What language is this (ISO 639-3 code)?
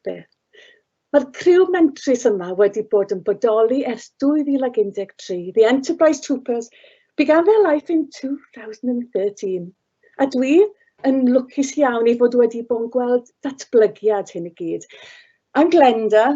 cym